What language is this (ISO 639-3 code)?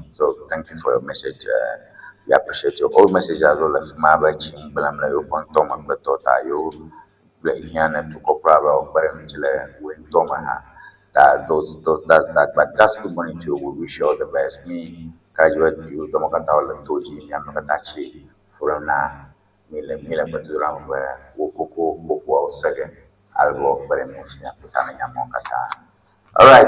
ewe